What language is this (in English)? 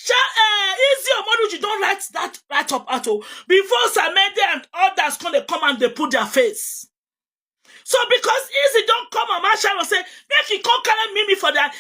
Nigerian Pidgin